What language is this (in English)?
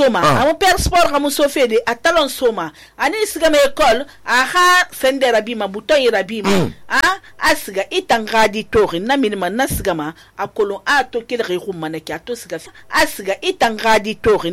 Susu